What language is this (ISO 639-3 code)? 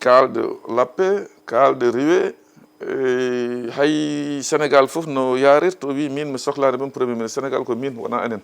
ful